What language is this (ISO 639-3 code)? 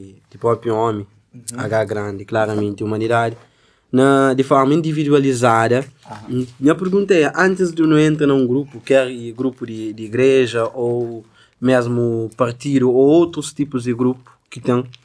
kea